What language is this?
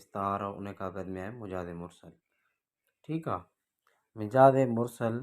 Sindhi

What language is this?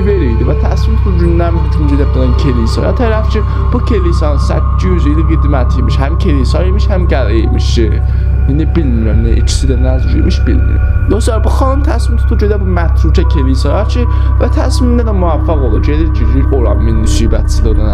South Azerbaijani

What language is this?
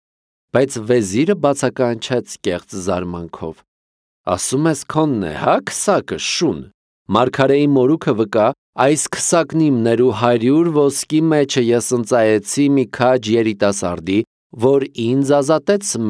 Armenian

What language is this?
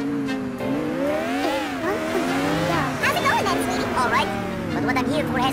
English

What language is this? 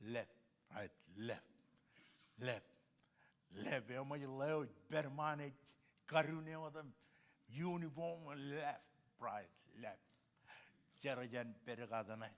Marshallese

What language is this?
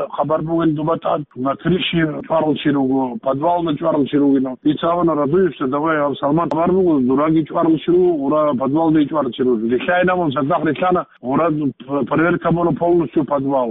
Avaric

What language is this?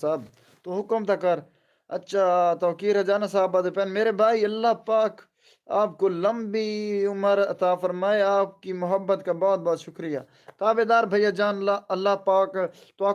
Saraiki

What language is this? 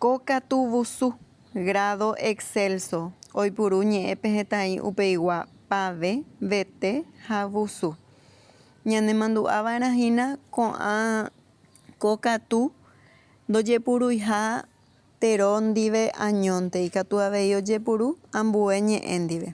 Guarani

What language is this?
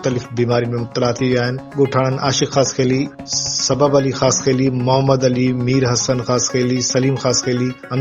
Sindhi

